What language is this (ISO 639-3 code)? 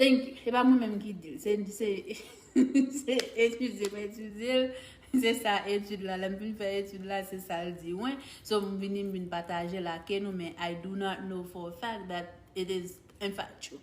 hat